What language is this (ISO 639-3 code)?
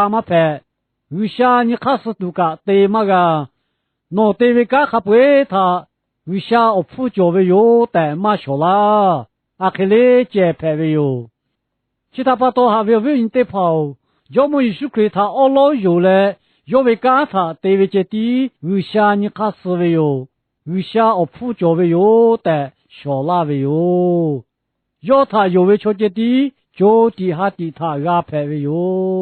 lhu